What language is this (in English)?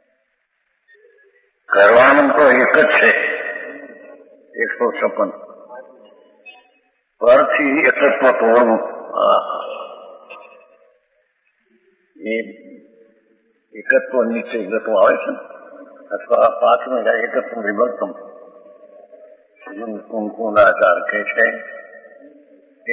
Gujarati